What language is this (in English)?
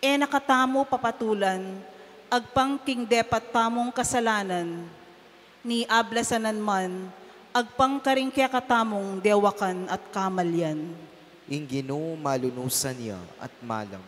Pampanga